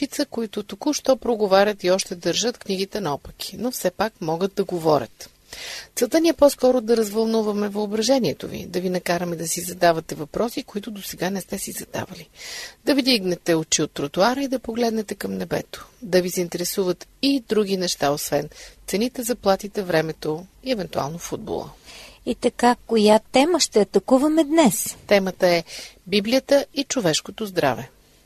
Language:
Bulgarian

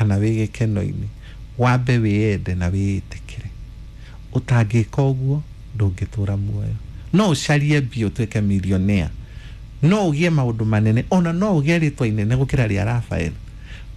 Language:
Kikuyu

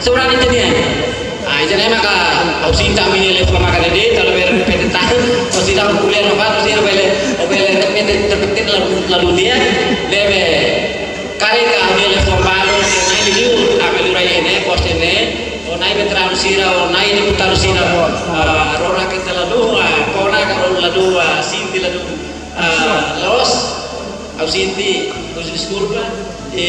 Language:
Tetum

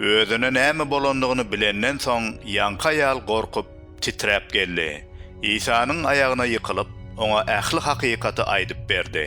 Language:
Turkmen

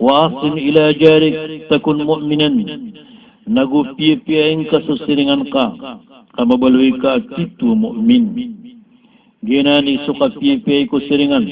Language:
Maranao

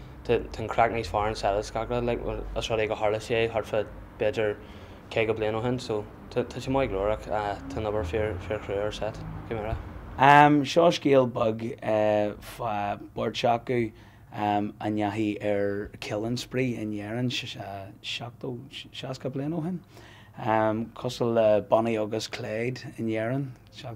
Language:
Irish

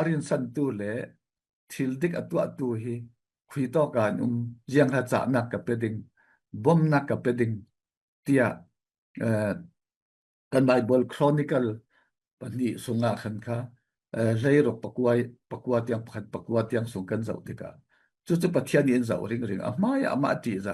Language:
Falam Chin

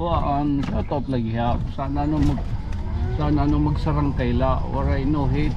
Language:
Waray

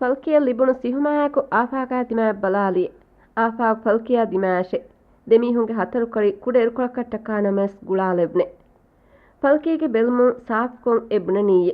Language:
Divehi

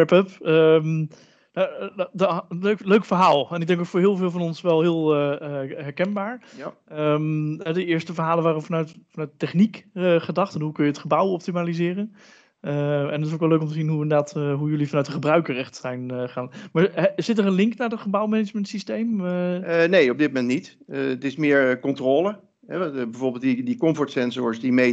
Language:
Dutch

